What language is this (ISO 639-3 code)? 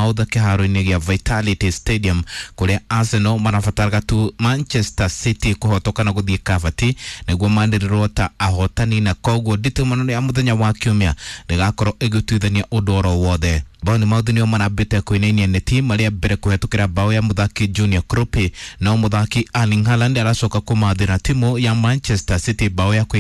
kik